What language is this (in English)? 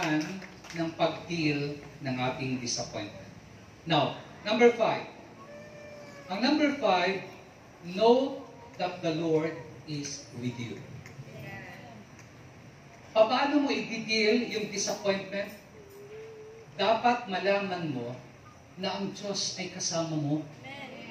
Filipino